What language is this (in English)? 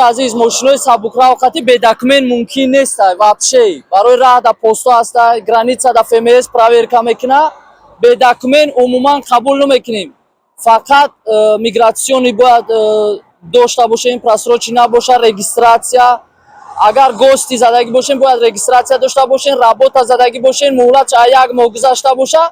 Tajik